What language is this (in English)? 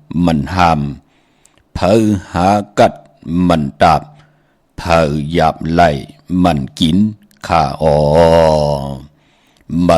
Shan